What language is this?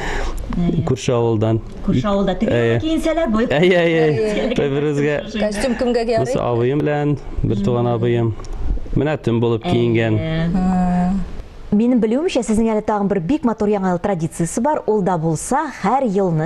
Tatar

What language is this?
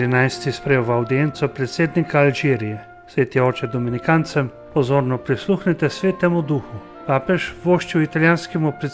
Slovenian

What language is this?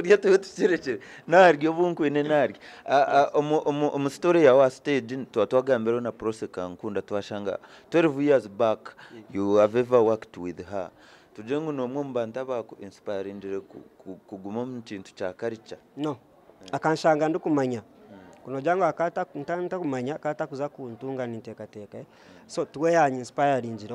Nyankole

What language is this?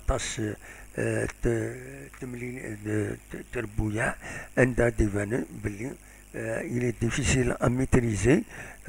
Kabyle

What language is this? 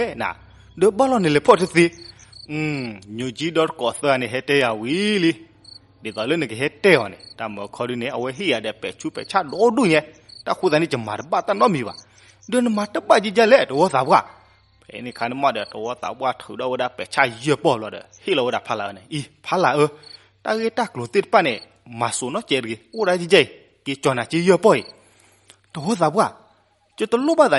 S'gaw Karen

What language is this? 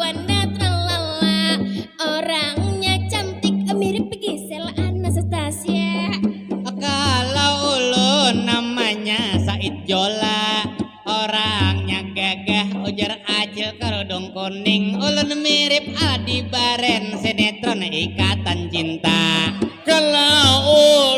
Banjar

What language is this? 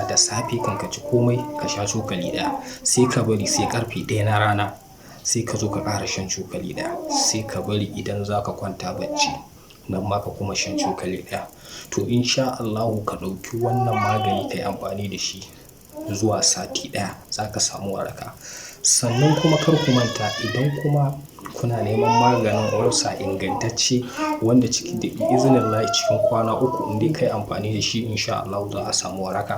Hausa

